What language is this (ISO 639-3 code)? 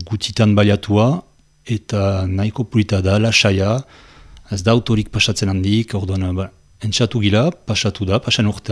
eus